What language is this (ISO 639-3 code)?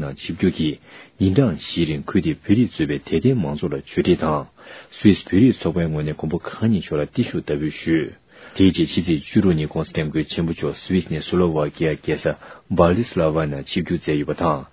bod